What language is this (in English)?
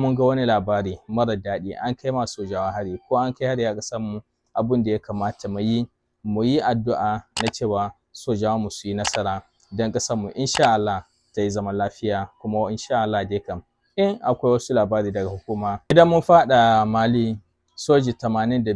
Hausa